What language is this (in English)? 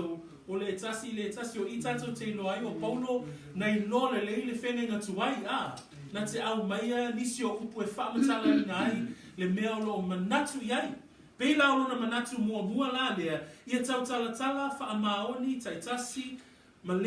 Samoan